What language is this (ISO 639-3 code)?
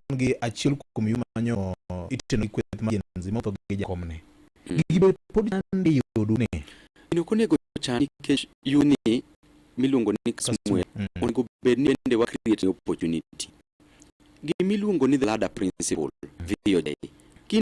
luo